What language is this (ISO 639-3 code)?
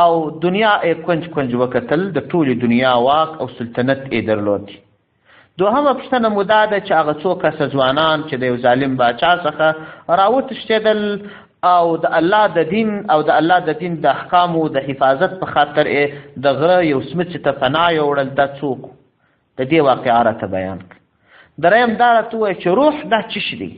pus